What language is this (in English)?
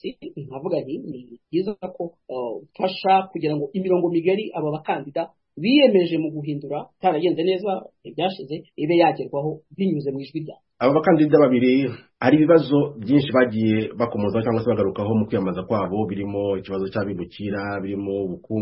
Kinyarwanda